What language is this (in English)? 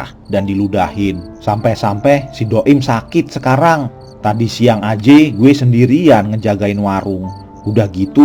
Betawi